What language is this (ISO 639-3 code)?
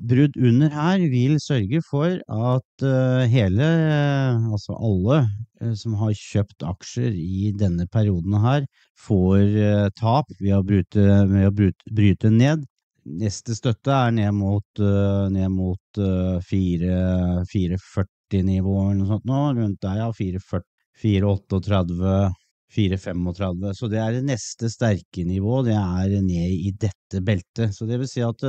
nor